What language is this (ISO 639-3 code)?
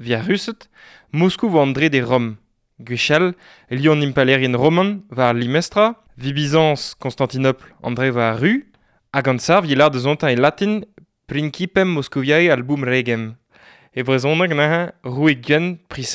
bre